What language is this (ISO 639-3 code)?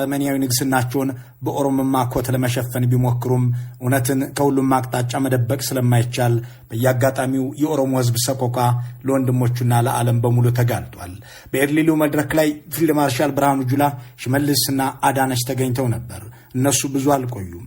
amh